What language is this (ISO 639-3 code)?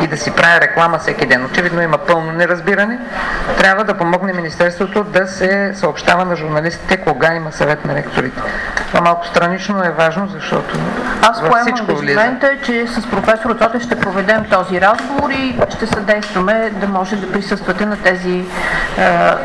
bul